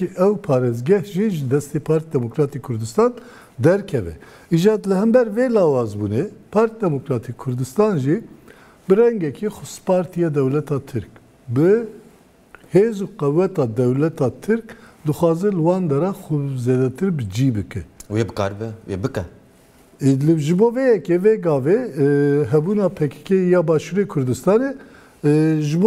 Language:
Kurdish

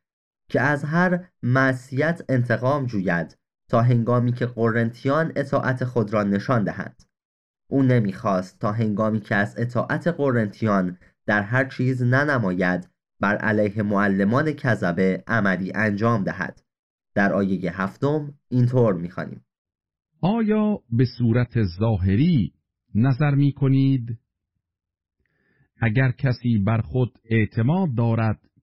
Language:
Persian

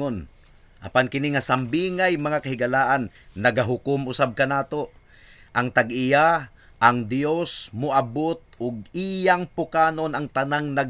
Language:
Cebuano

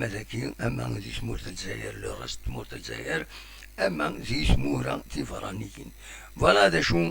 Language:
Kabyle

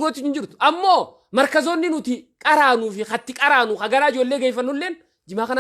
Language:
Oromo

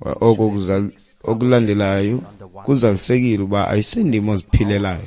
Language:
Xhosa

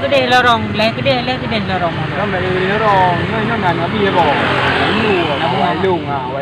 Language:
Achinese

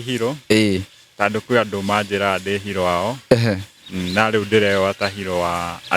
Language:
Kikuyu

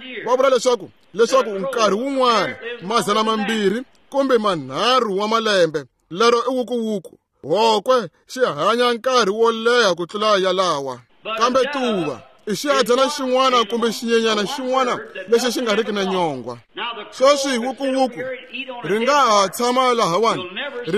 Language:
Tsonga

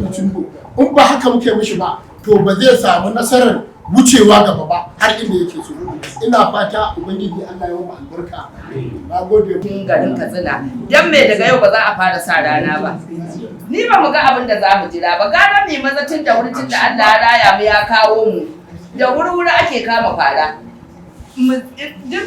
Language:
Hausa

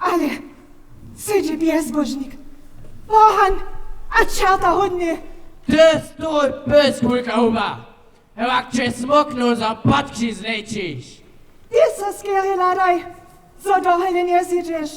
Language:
Upper Sorbian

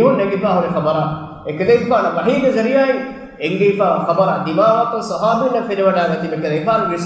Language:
Divehi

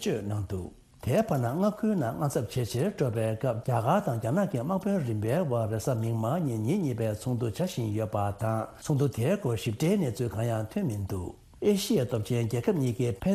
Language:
Tibetan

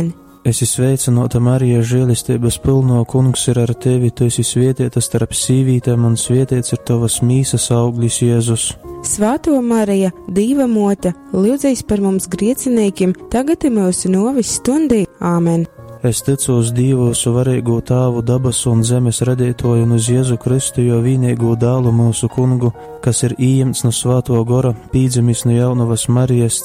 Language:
Latgalian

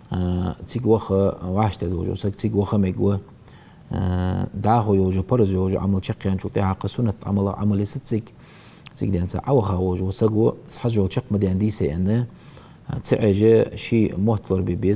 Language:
Ingush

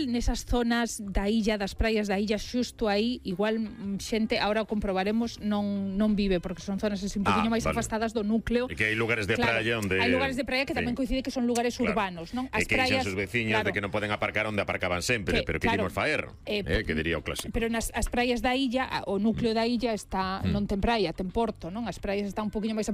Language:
Galician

